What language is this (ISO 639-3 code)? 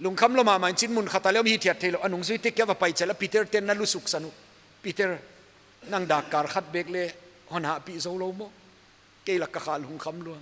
pck